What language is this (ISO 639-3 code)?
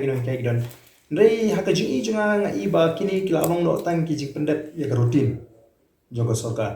kha